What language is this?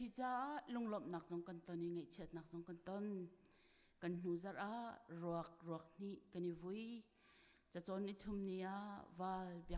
Hakha Chin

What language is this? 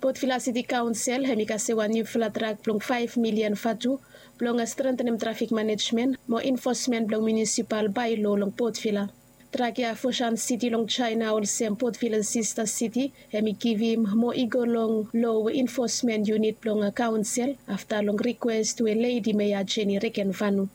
Bislama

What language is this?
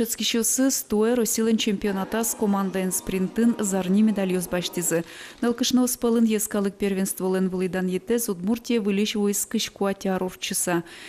Udmurt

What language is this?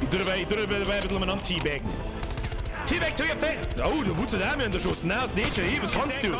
Bavarian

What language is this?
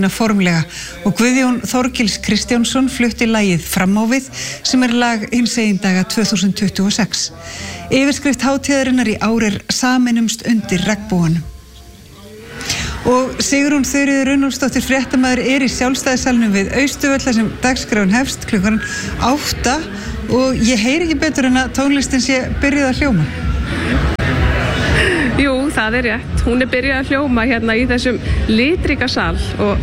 Icelandic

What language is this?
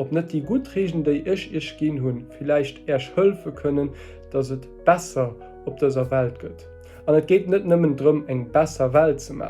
Luxembourgish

